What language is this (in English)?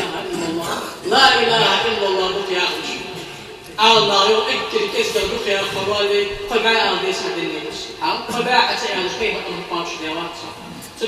Ingush